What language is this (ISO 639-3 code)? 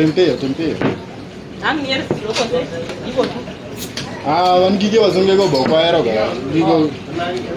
luo